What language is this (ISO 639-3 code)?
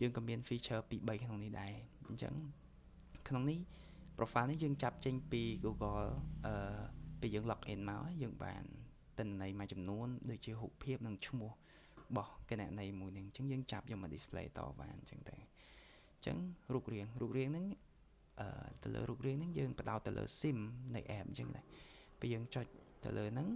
khm